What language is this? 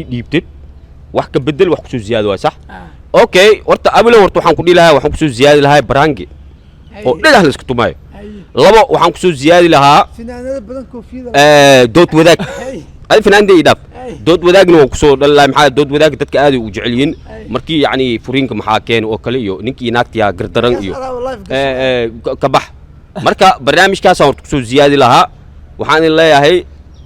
Somali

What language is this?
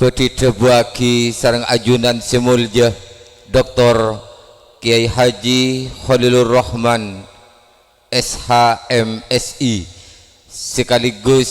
Madurese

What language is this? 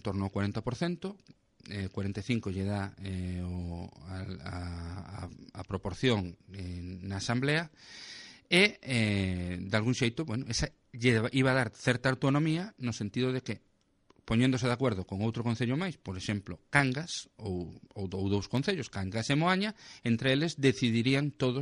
Galician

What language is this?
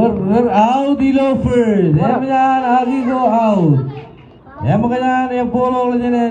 Marshallese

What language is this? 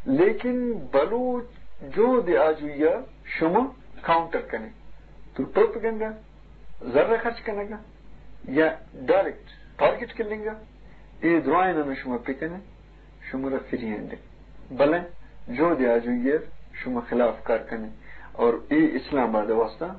Eastern Balochi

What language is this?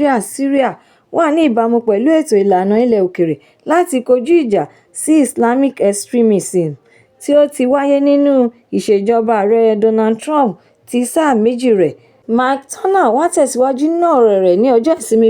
Yoruba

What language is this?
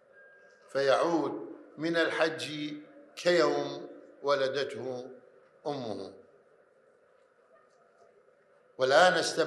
Arabic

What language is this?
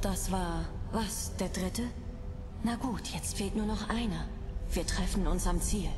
Bavarian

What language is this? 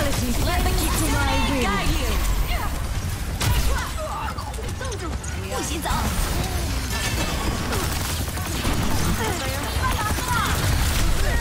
English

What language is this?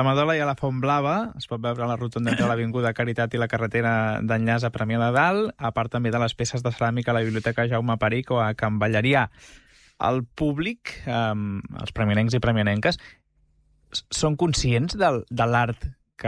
Catalan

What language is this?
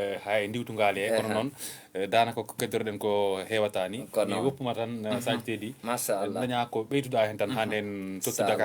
Fula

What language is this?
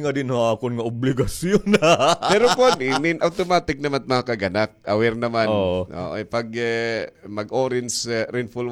Waray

